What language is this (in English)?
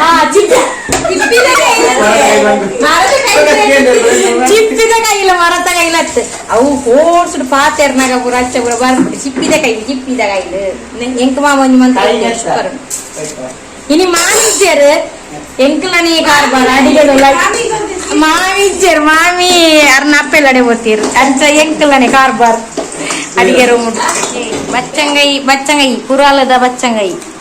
Tulu